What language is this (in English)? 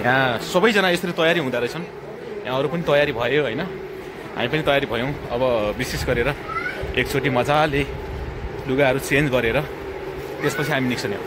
Nepali